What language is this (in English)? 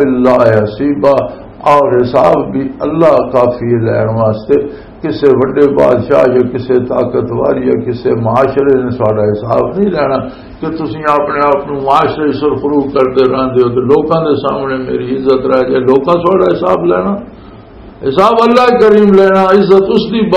Western Panjabi